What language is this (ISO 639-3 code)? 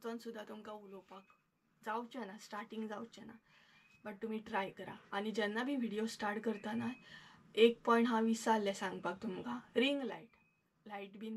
kok